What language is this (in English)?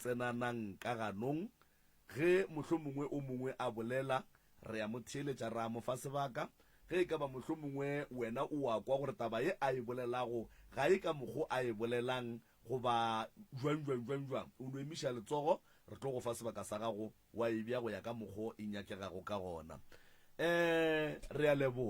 Northern Sotho